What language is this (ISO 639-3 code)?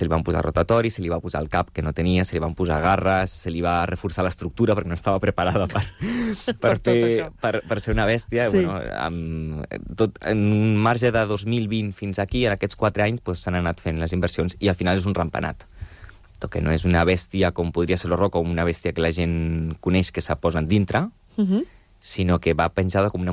cat